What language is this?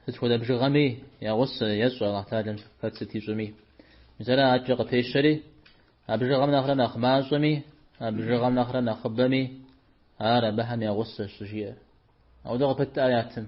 Kabardian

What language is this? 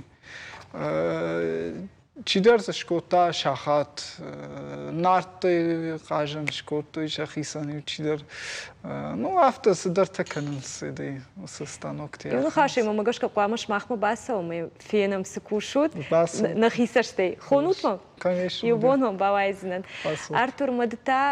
Ossetic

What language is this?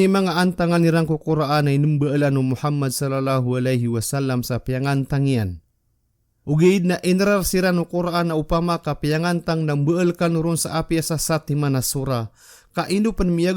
Maranao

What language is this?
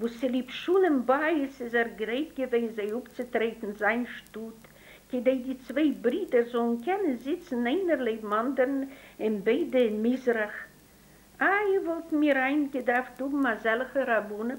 Yiddish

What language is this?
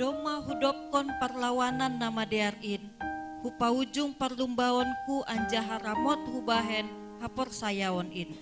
Batak Simalungun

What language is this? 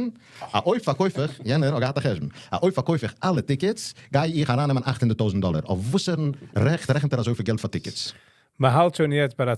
Yiddish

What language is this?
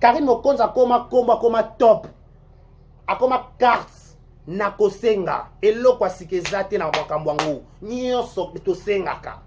Lingala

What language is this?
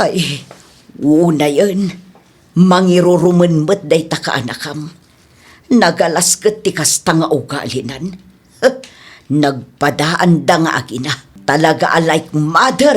Iloko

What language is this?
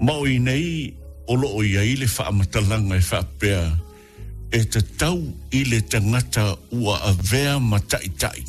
Samoan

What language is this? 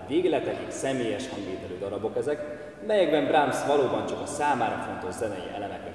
Hungarian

